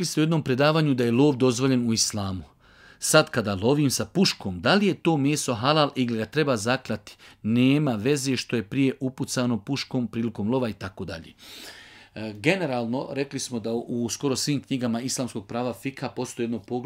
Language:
Bosnian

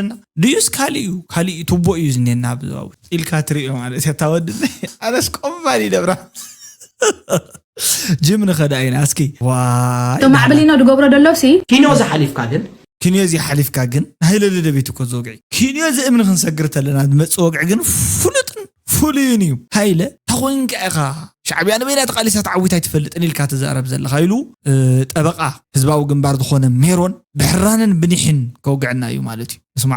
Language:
Tigrinya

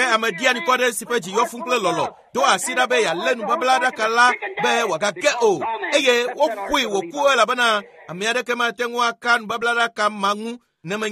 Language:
Ewe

